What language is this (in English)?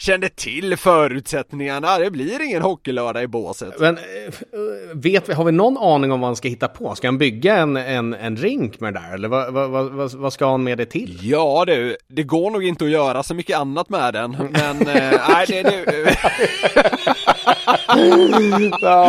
Swedish